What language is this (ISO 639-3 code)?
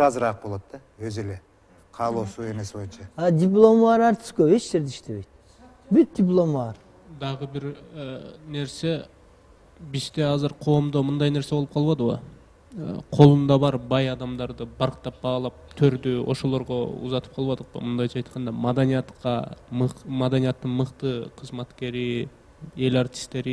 kir